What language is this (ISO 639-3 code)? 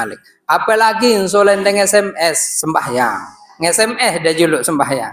sas